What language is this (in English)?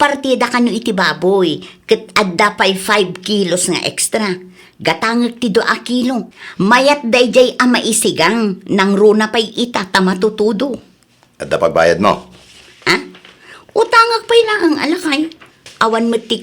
Iloko